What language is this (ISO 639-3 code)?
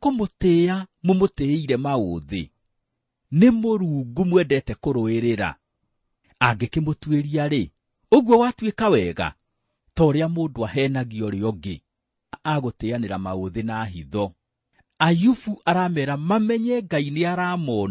kik